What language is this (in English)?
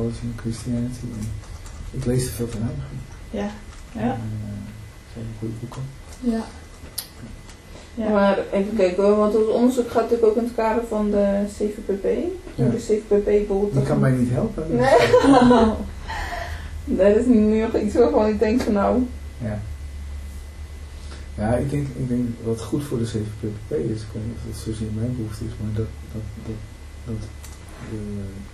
Dutch